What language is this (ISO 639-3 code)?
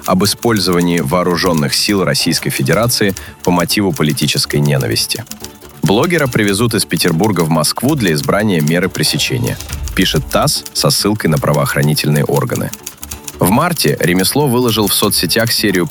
rus